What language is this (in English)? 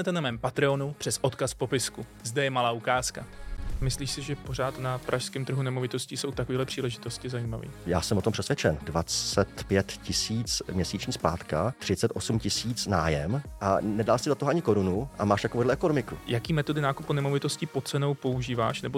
Czech